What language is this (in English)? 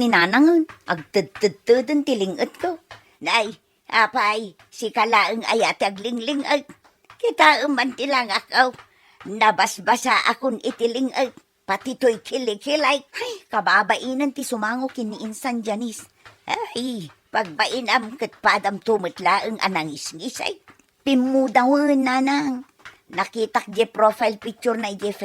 Iloko